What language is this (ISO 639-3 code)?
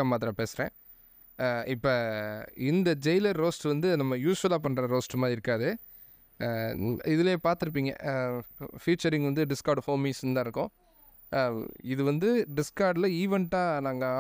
tam